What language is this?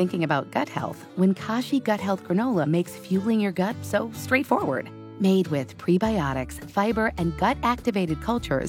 English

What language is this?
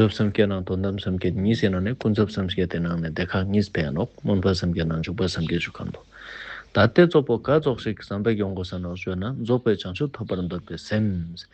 Ladakhi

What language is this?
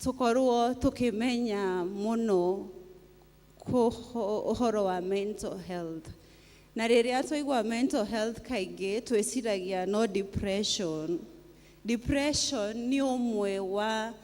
Kikuyu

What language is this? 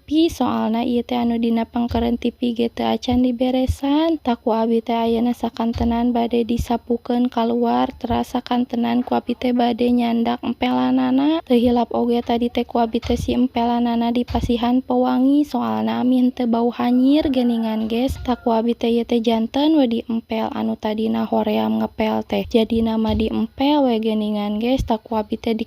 Sundanese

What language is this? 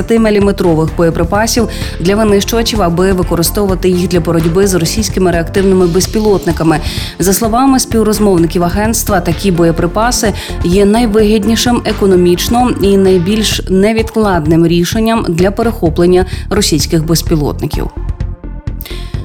Ukrainian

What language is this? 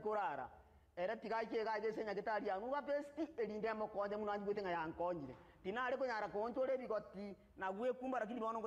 Gusii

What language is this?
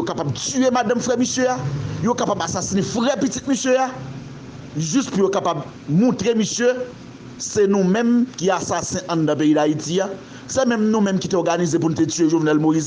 Haitian Creole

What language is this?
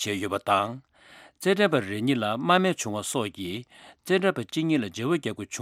Tibetan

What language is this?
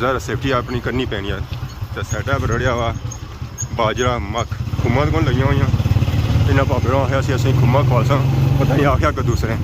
Pahari-Potwari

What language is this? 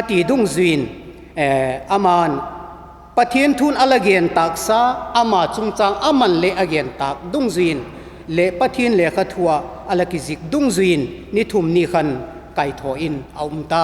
Vaiphei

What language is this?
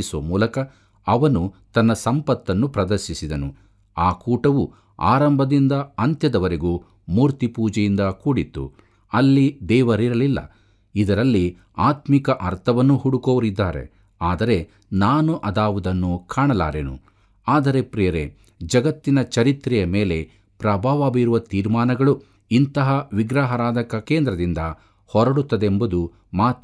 Kannada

